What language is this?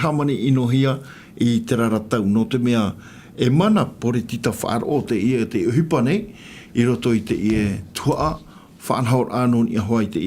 Tahitian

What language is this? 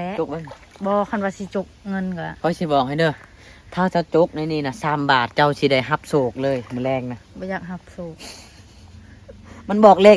Lao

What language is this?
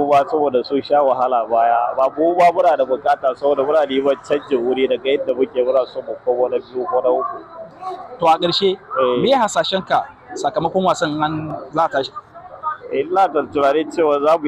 Hausa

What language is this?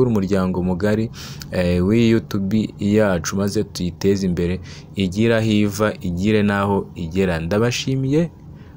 Kinyarwanda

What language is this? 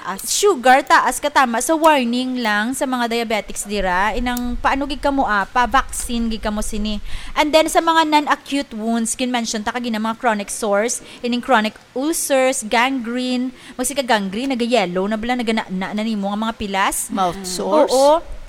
Hiligaynon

